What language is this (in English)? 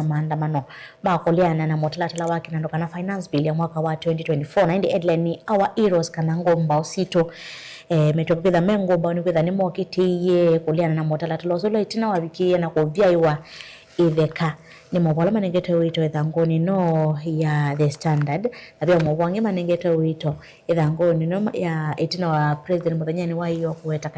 Kamba